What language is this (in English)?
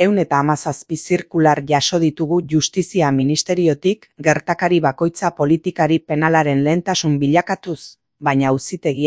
Basque